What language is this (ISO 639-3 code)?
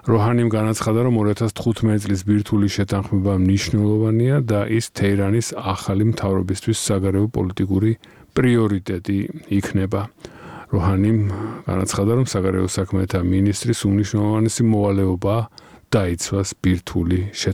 kat